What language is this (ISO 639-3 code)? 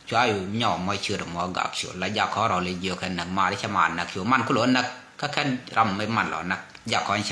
nus